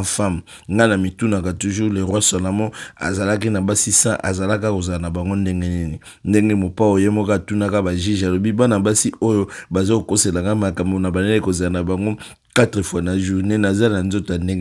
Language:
Lingala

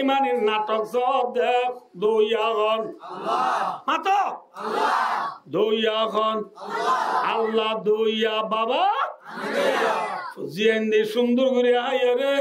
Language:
Rohingya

